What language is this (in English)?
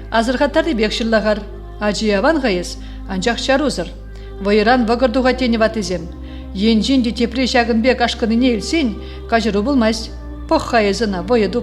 Chuvash